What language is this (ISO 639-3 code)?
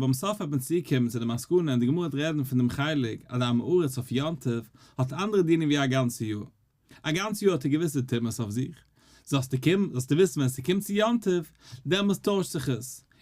yid